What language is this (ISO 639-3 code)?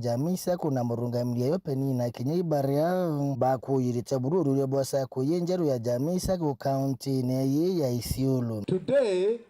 mer